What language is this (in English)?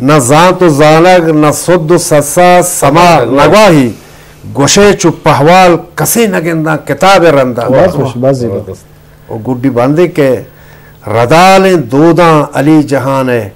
Eastern Balochi